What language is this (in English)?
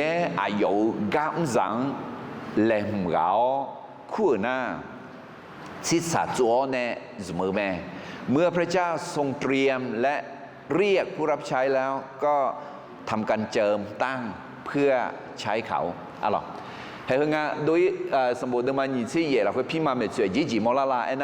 Akha